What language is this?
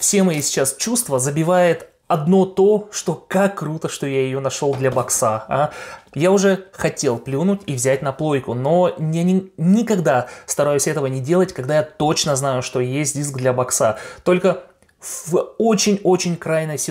Russian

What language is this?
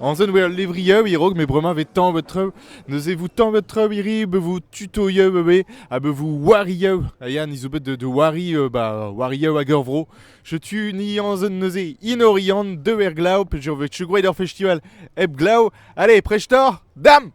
Breton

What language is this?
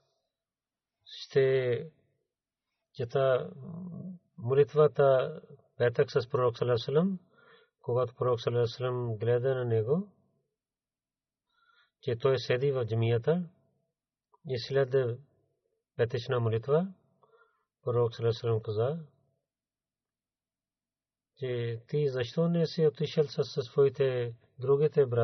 Bulgarian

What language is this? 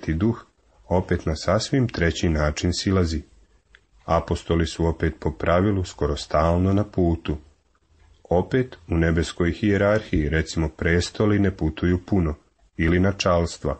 Serbian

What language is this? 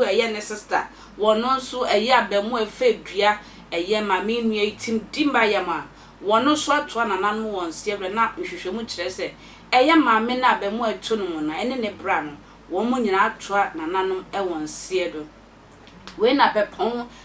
Akan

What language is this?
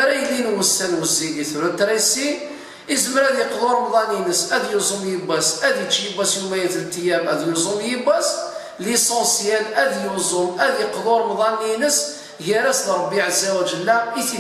Kabyle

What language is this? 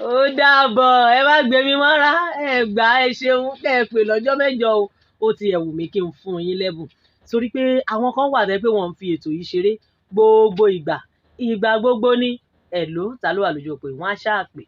Yoruba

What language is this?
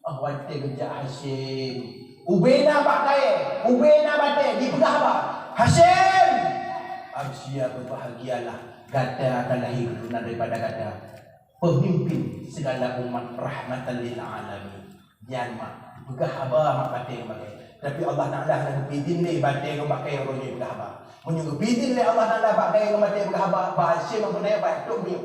Achinese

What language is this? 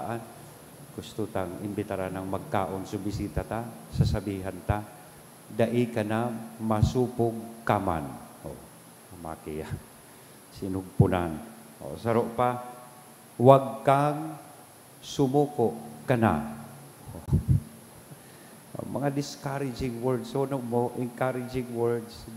Bikol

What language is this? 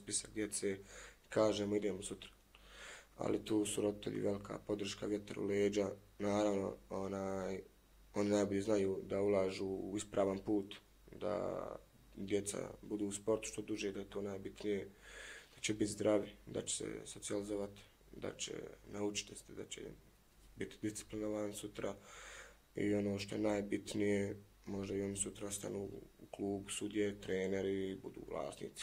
Bosnian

